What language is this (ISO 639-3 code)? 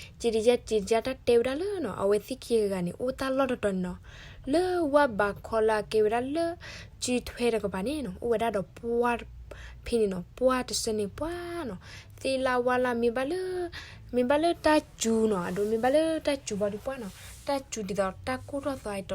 ksw